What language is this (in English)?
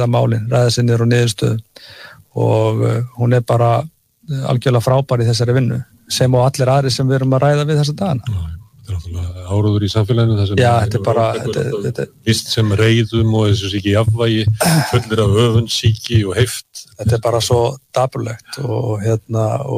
Icelandic